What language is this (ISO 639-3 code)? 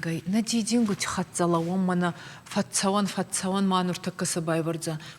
oss